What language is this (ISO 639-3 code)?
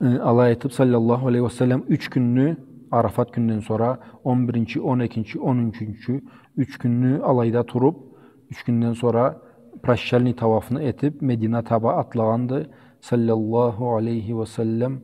krc